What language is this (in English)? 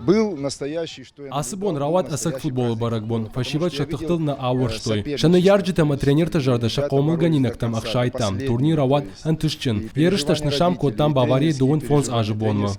Ossetic